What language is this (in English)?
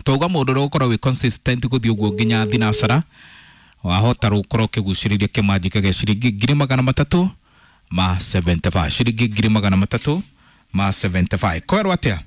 Kikuyu